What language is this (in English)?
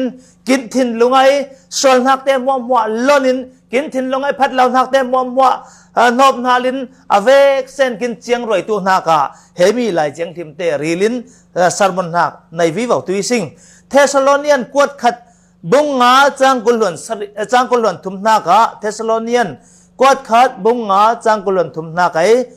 Falam Chin